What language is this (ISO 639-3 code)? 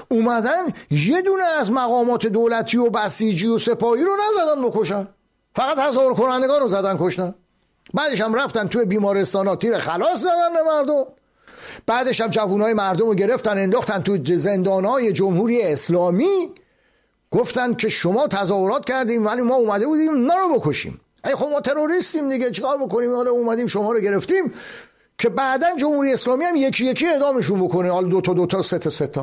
fas